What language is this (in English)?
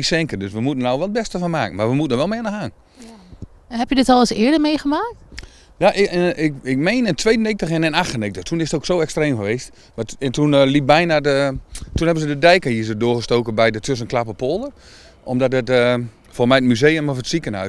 Dutch